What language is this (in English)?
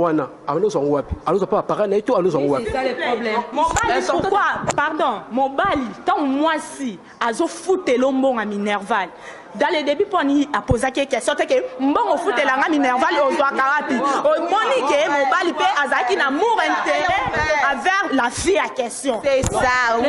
Lingala